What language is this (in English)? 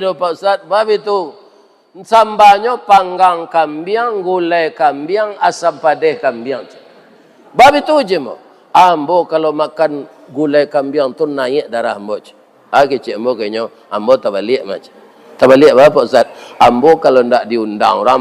Minangkabau